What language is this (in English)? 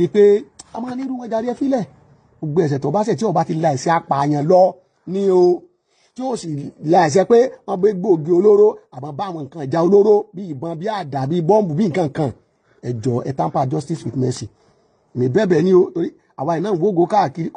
Yoruba